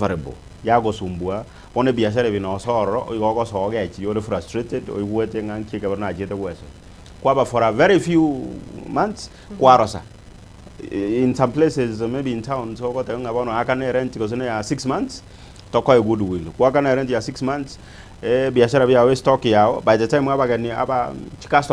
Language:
Gusii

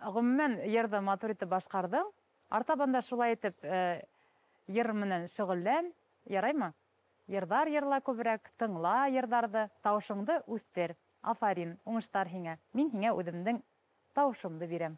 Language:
Bashkir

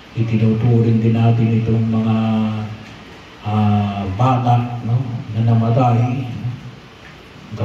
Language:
Filipino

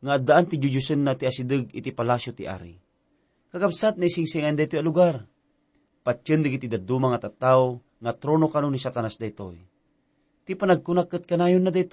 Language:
Iloko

